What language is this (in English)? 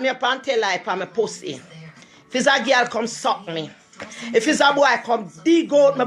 Jamaican Creole English